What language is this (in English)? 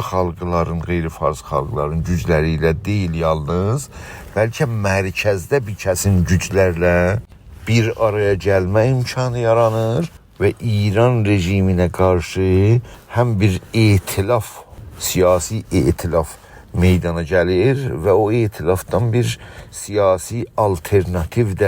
South Azerbaijani